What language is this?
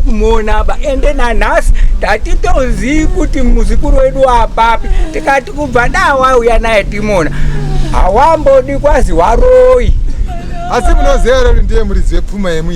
Shona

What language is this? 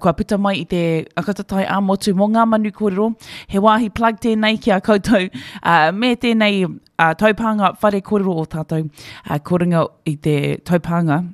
Māori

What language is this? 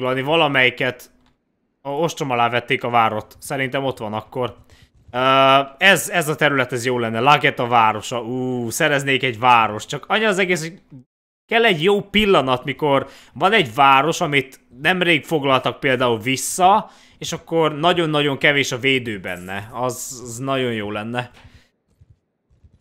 Hungarian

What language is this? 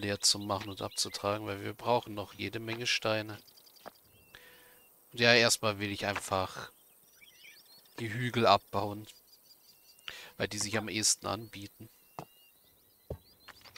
German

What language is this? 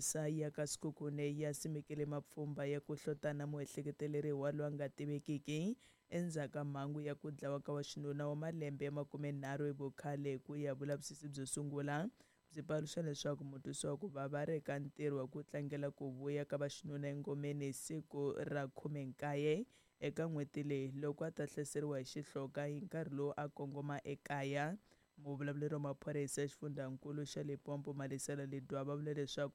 Tsonga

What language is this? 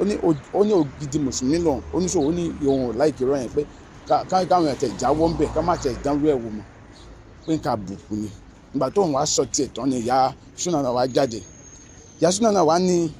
Yoruba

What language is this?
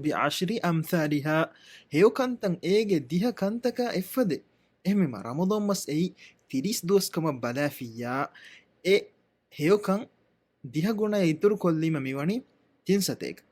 Divehi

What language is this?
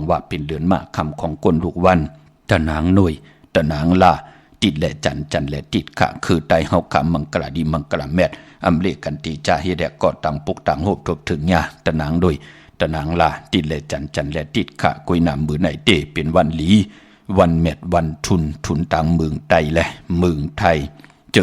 Shan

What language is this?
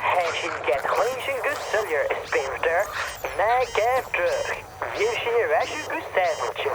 Scottish Gaelic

